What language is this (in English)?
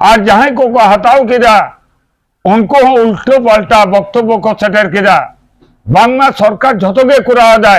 Santali